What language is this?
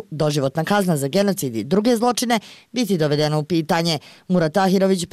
Bosnian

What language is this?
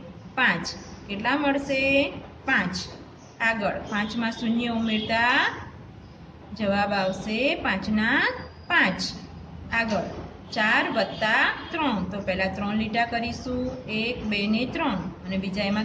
Gujarati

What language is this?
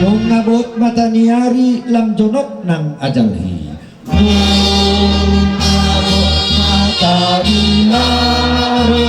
Batak Toba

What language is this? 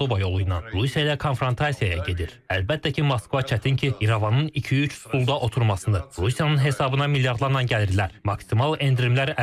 Azerbaijani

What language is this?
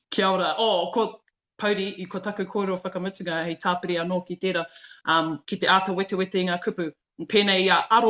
Māori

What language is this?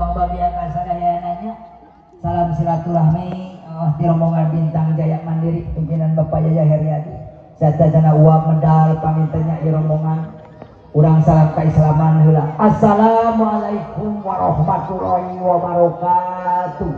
Sundanese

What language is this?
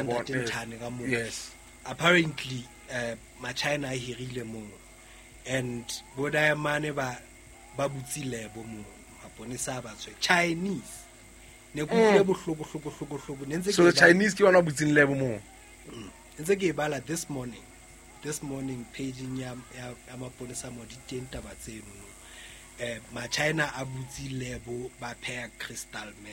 Southern Sotho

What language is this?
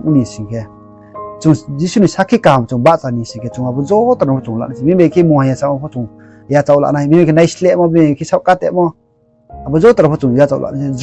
Riang (India)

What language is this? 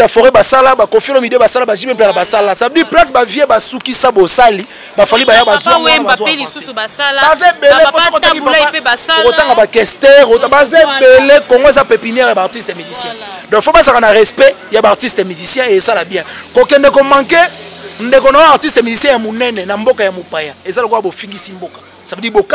Lingala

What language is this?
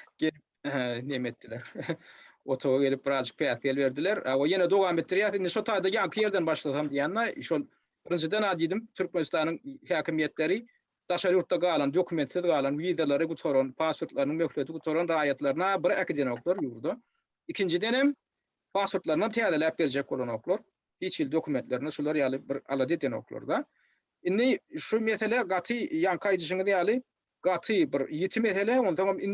Turkmen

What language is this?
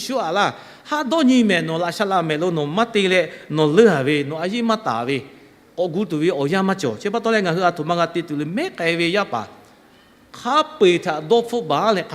Lahu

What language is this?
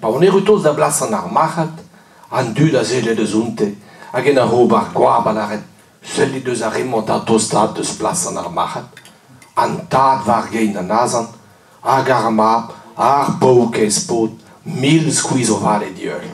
Breton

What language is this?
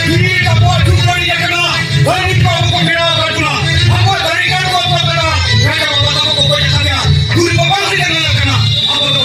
Santali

